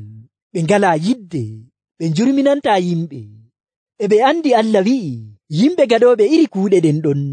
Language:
Nigerian Fulfulde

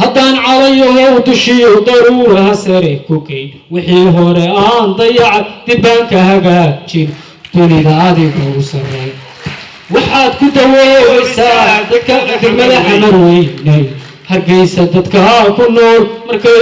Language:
Somali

